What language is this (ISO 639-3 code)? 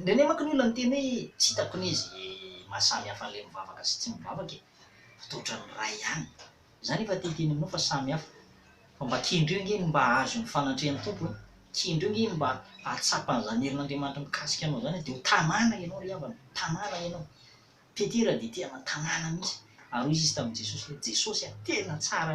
mlg